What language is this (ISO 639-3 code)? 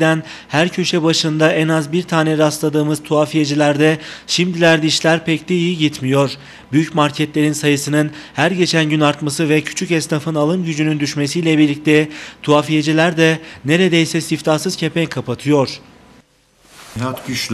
tur